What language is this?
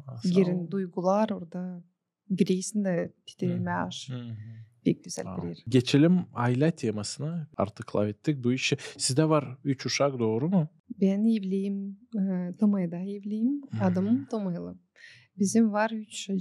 Gagauz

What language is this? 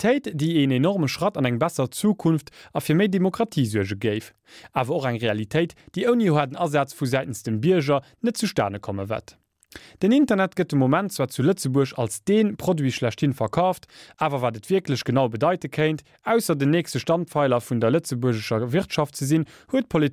Luxembourgish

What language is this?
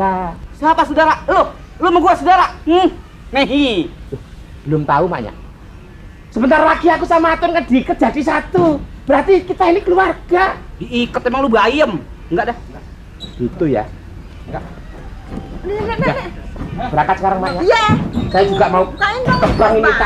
Betawi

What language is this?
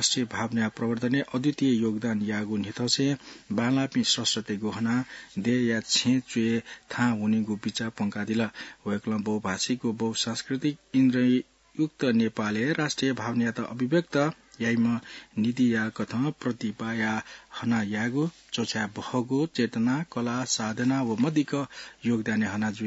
Newari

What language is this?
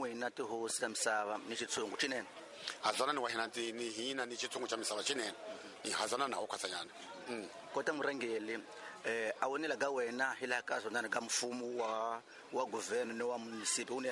Tsonga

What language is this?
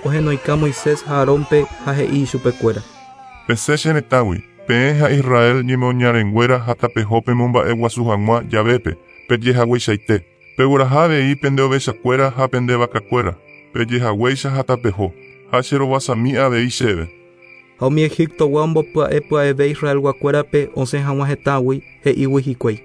Guarani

